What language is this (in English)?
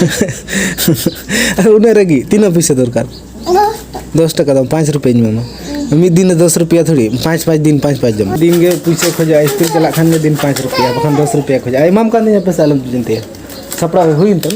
Santali